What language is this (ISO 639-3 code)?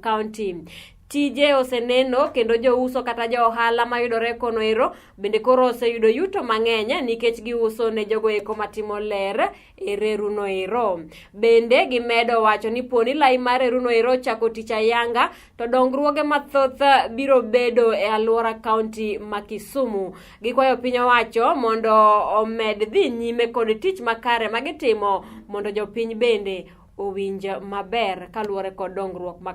luo